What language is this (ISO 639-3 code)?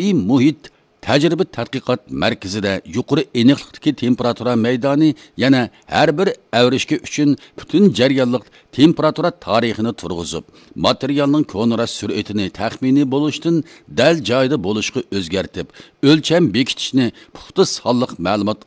uig